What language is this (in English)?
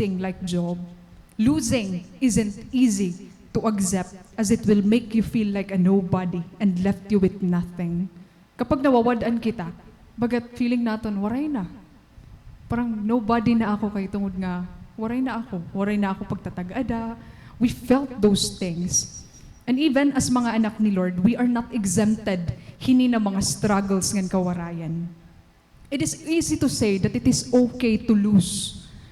Waray